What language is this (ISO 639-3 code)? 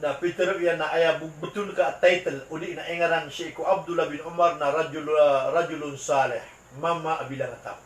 mrw